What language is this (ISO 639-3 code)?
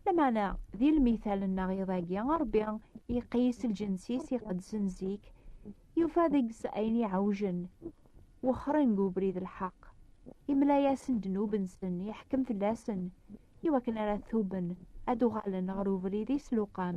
kab